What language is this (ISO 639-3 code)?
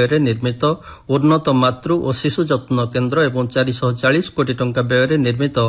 ori